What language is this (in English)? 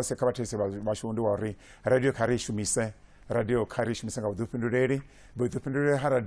Venda